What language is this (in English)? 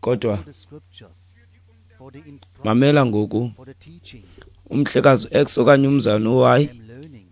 Xhosa